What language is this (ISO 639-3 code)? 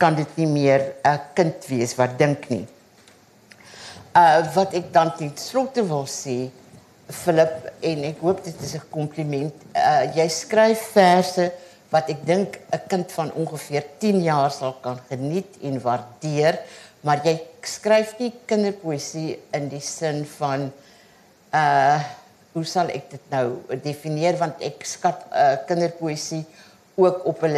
afr